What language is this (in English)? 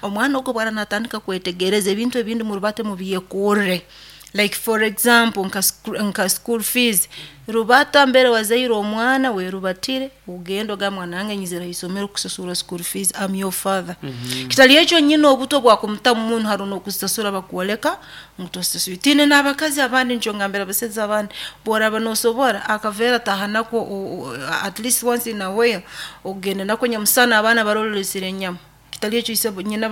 Nyoro